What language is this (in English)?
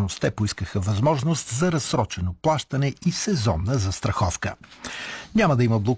Bulgarian